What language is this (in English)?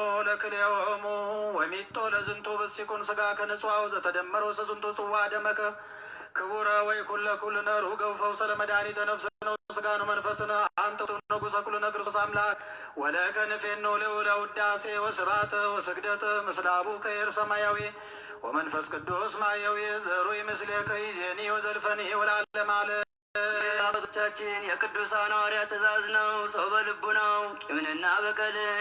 Geez